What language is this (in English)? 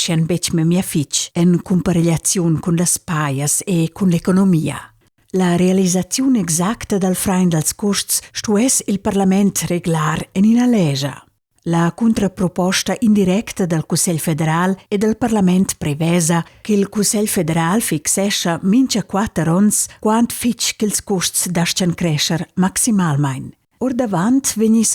Romansh